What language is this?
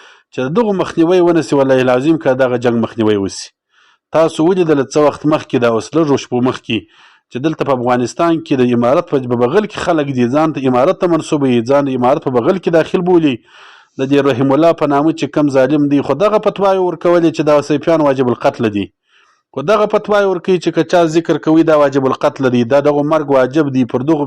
Pashto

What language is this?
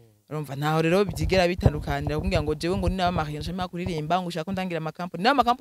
Rundi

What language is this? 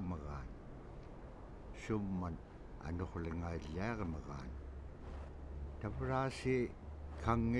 Czech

